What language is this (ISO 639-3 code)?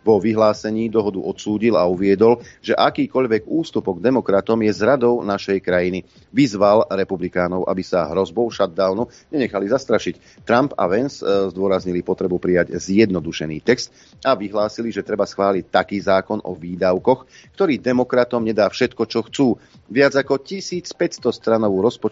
slk